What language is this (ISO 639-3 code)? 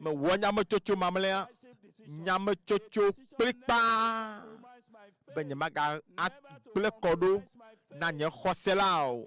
ewe